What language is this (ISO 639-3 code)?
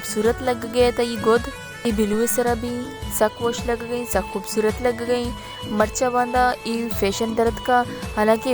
bal